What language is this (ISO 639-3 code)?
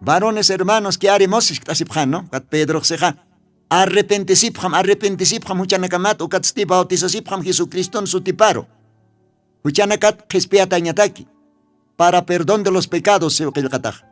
aym